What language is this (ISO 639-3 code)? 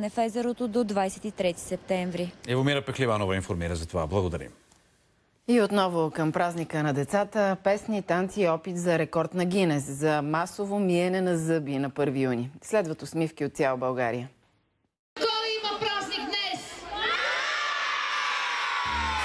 bul